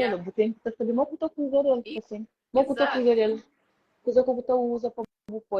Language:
Kabuverdianu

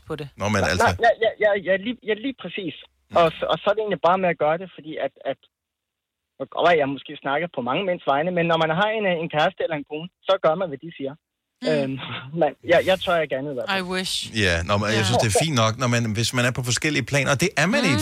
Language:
Danish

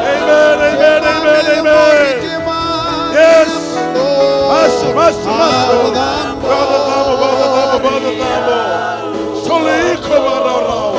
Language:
Fijian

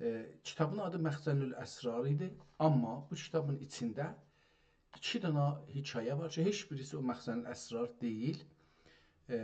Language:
South Azerbaijani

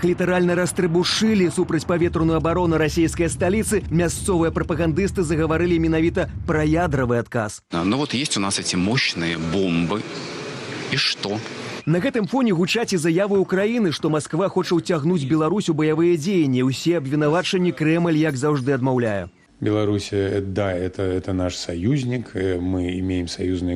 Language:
Belarusian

